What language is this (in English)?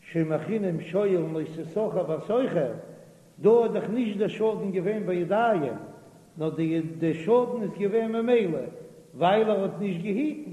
Yiddish